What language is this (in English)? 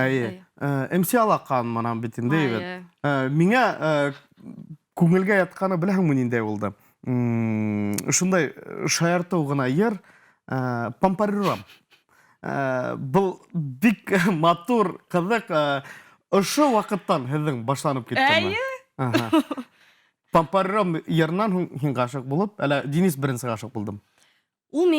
Bashkir